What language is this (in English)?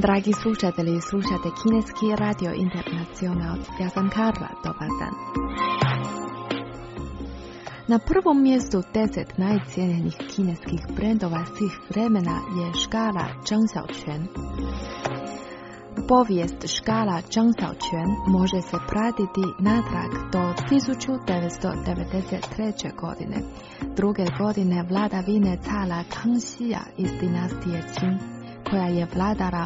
Croatian